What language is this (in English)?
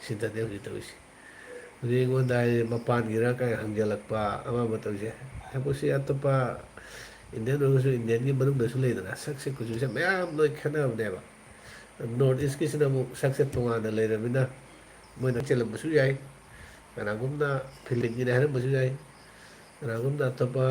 Manipuri